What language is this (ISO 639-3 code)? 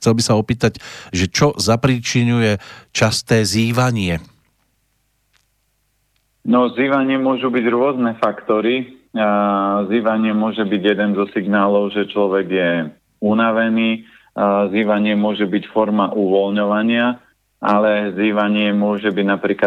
slk